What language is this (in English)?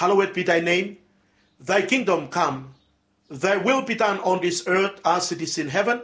Bislama